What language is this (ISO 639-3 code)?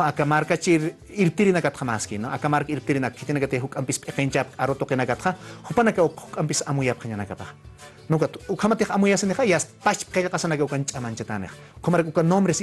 aym